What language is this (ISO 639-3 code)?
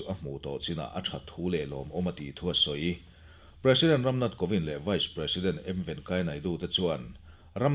lus